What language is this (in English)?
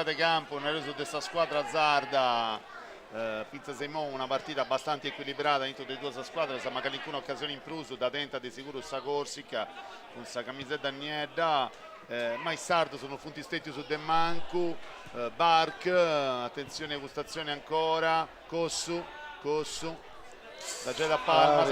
Sardinian